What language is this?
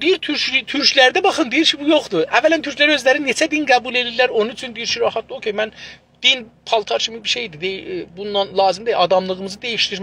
South Azerbaijani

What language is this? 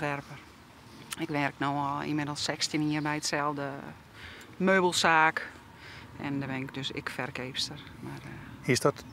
Western Frisian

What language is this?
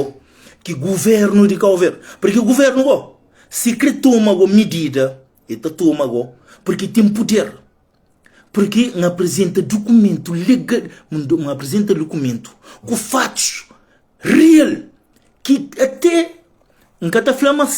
Kabuverdianu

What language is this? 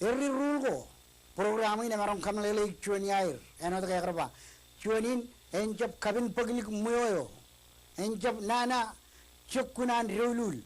Marshallese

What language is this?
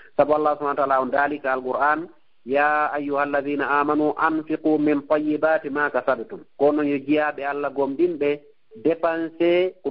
Fula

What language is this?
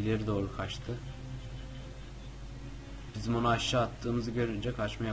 Turkish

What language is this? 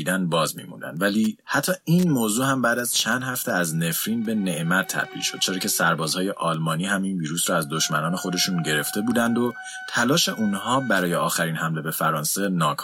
Persian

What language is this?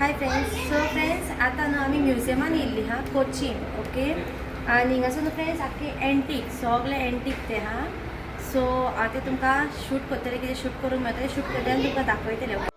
Konkani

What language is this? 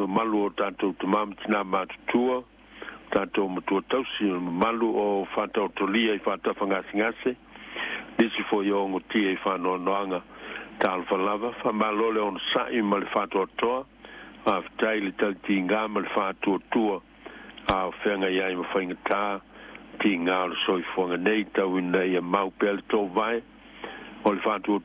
Samoan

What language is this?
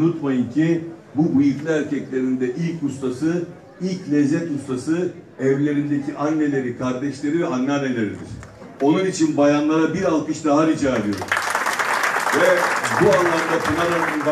Turkish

